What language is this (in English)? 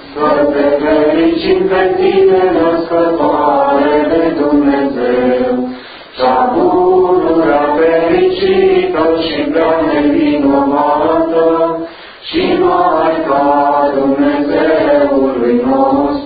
Romanian